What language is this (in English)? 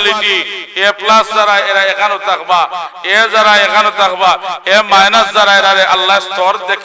Sylheti